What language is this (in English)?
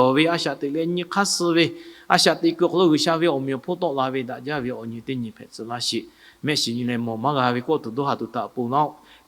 Lahu